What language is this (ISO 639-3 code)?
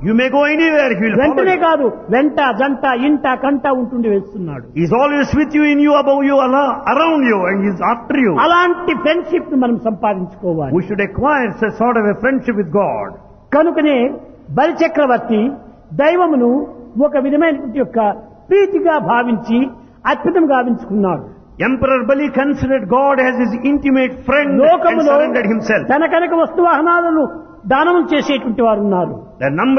tel